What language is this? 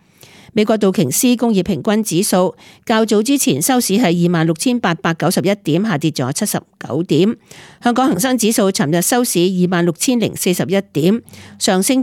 Cantonese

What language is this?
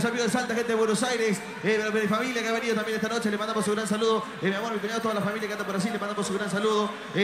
Spanish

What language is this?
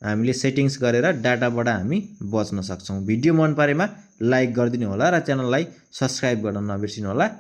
Nepali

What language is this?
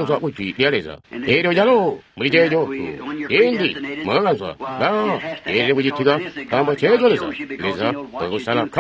Tonga (Zambia)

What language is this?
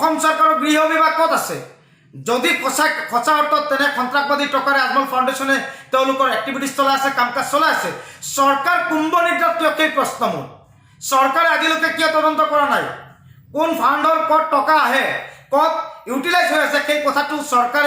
Assamese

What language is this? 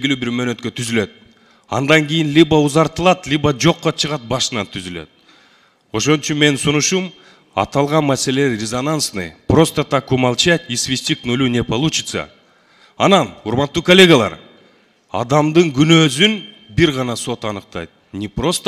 Kyrgyz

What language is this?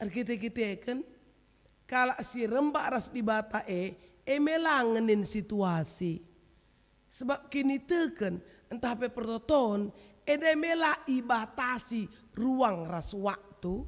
Batak Karo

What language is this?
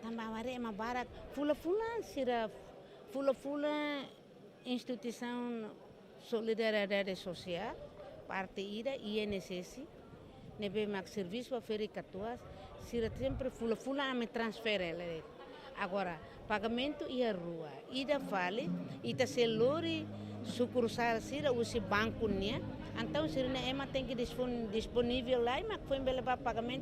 Tetum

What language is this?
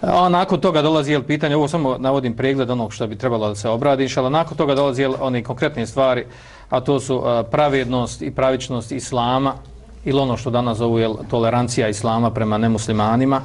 Bosnian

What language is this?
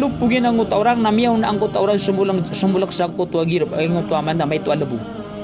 Maranao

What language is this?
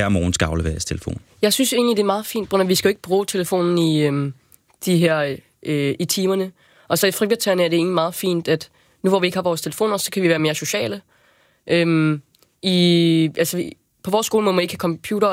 Danish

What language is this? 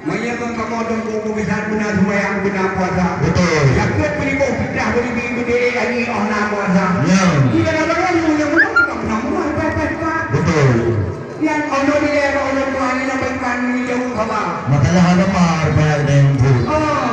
Achinese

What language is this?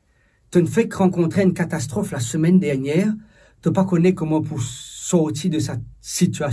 Morisyen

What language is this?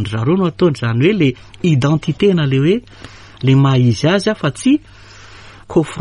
Malagasy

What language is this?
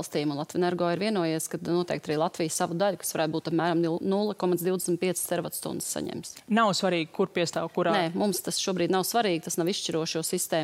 Latvian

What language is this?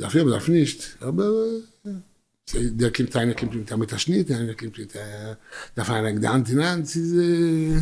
Yiddish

